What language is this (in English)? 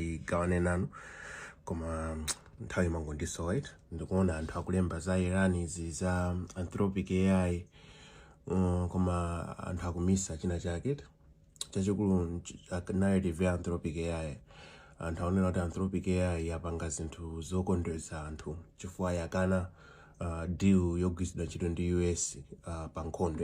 Nyanja